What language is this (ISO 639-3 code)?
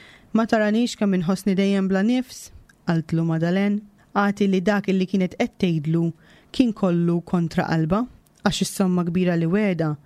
mlt